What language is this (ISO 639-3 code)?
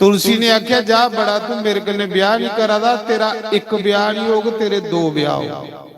doi